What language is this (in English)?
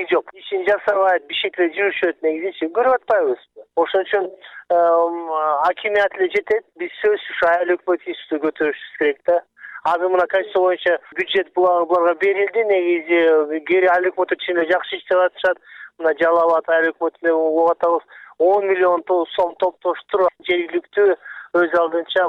Kyrgyz